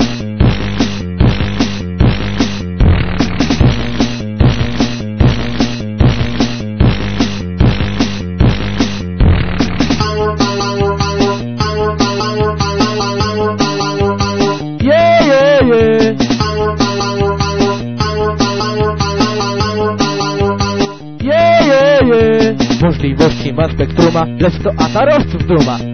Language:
Polish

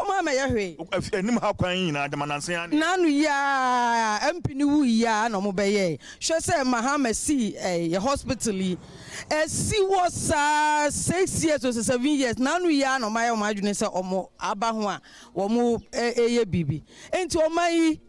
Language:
Akan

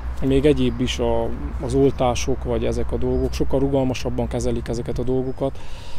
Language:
Hungarian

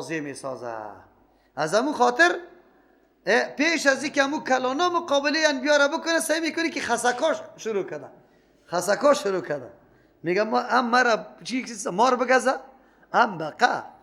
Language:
Persian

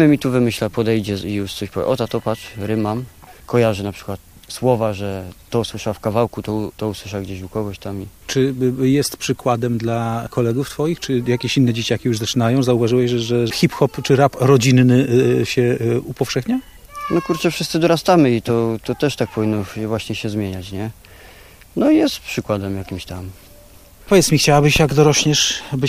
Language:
Polish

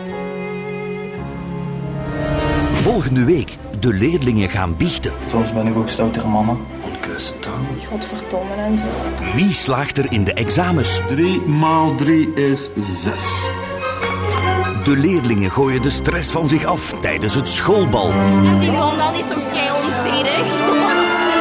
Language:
Dutch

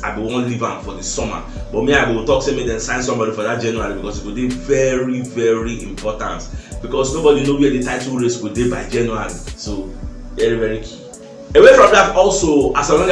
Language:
Nigerian Pidgin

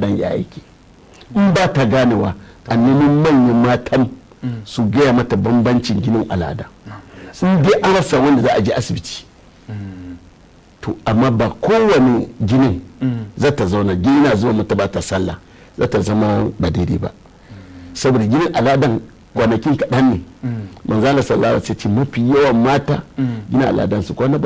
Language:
Hausa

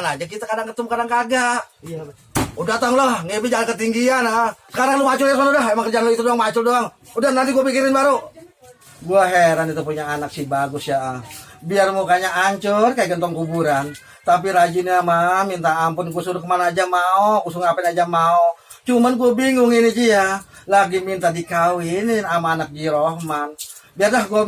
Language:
Betawi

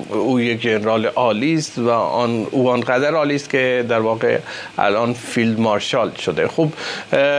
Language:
Persian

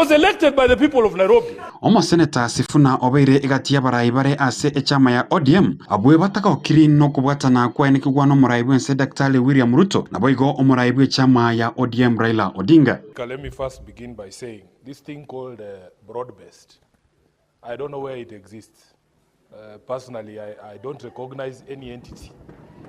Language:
Gusii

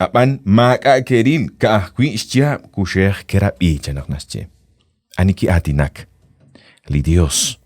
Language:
Kekchí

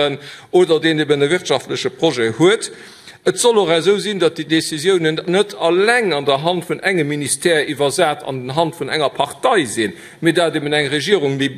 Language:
Luxembourgish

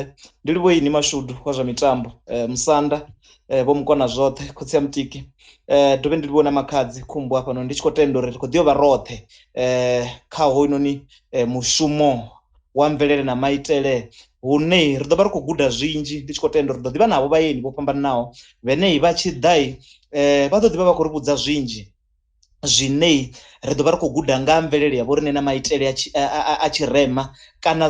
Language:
Venda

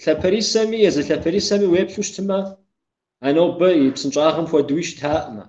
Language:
Kabardian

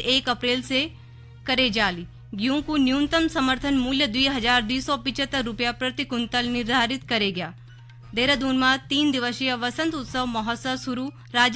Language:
Garhwali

